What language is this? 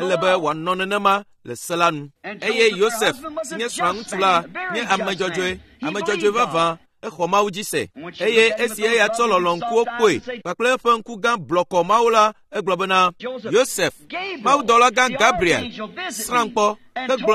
Ewe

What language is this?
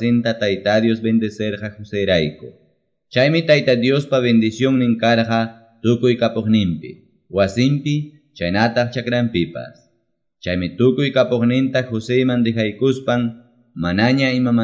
Quechua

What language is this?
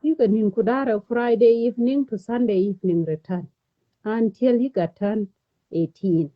Nuer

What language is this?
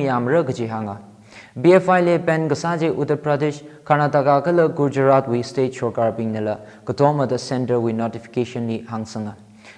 Tangkhul Naga (India)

